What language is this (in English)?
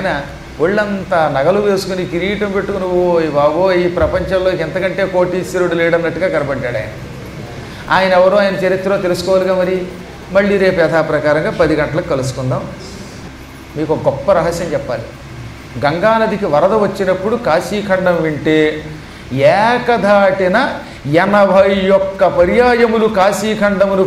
Telugu